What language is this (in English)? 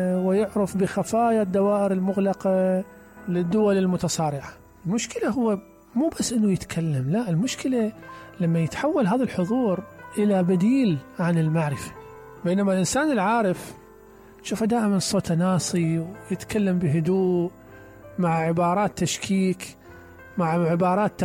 Mesopotamian Arabic